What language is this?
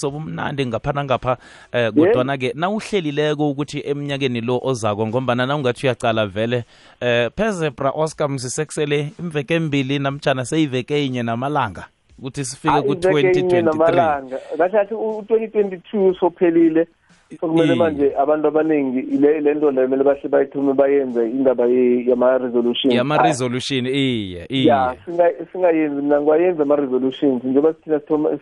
South Ndebele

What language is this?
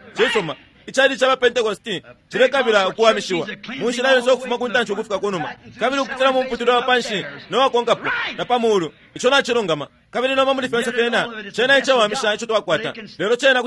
Bemba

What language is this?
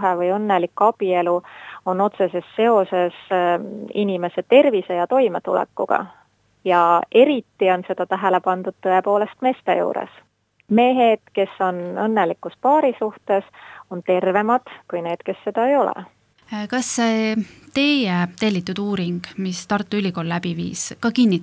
Estonian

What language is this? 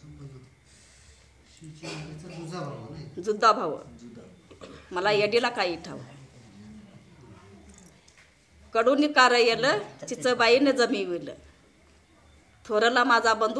Marathi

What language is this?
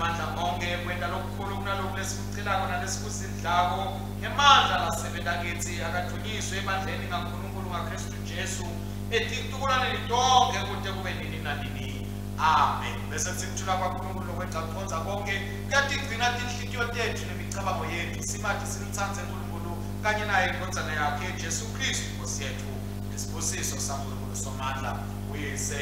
Swati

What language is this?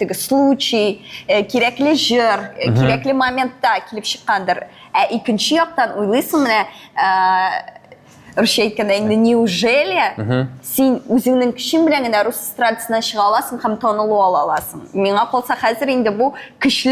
Tatar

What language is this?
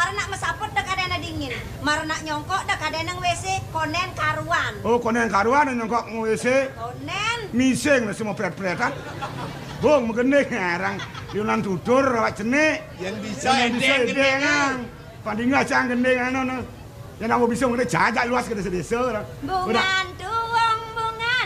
Balinese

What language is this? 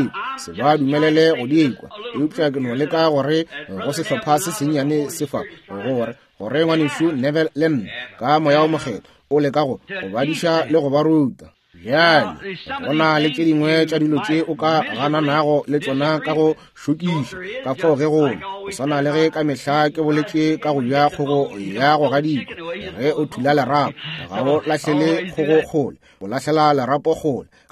Northern Sotho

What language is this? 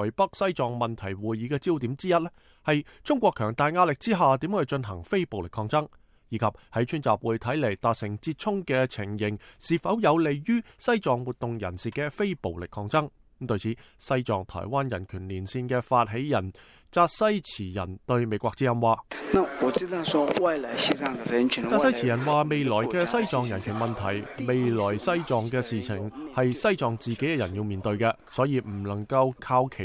Cantonese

